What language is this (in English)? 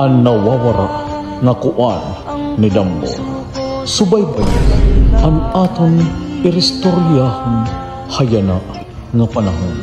Waray